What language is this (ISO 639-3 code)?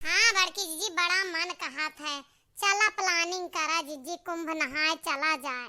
awa